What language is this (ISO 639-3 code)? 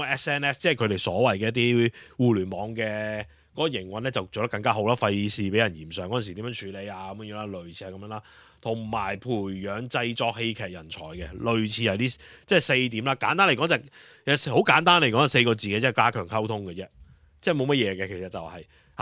yue